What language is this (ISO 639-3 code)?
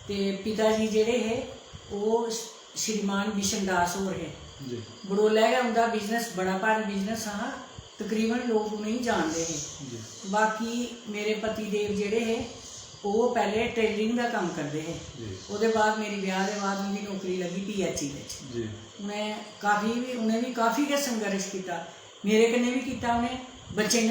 doi